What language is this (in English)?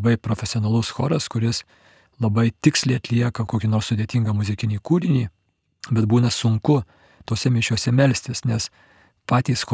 Lithuanian